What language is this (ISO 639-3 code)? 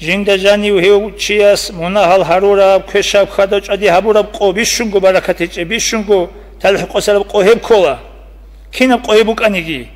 ava